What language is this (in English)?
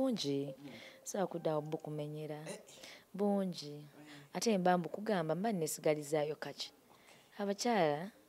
Ganda